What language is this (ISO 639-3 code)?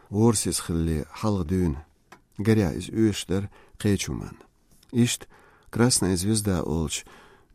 che